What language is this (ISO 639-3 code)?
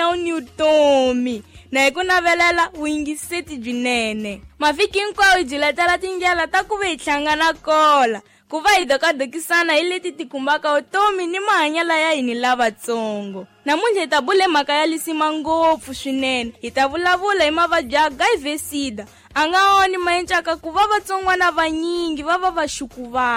tso